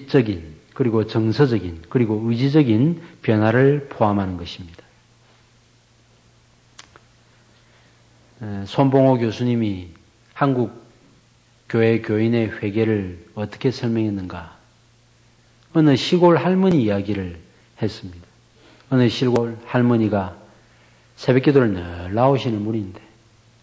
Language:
Korean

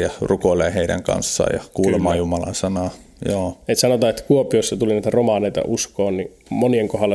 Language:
Finnish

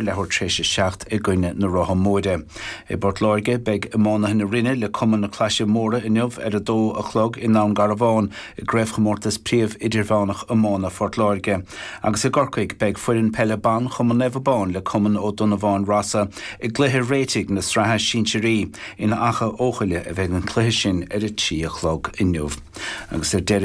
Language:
Irish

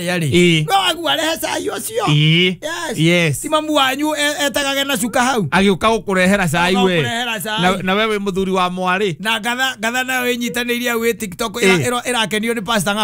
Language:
Kikuyu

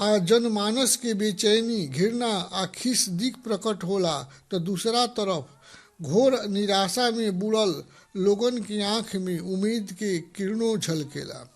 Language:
Bhojpuri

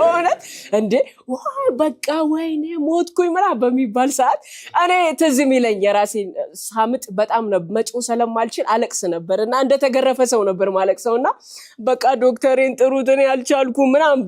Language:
Amharic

